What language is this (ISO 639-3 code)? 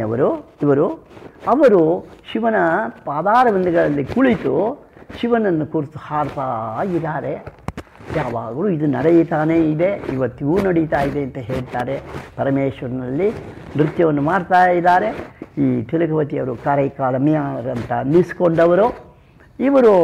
kan